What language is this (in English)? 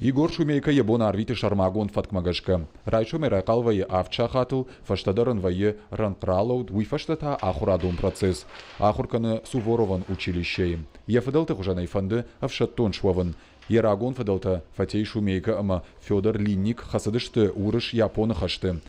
Ossetic